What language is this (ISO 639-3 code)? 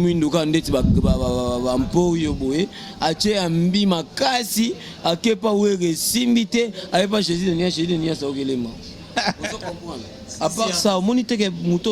lin